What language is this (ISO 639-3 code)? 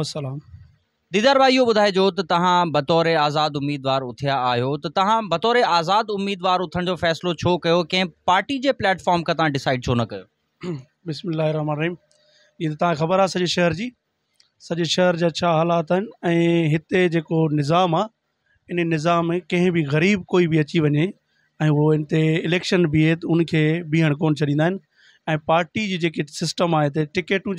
snd